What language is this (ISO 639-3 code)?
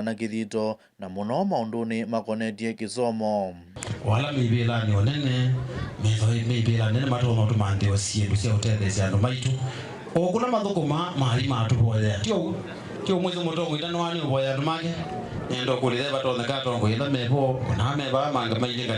kam